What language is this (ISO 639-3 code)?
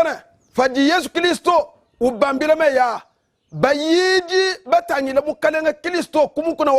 lua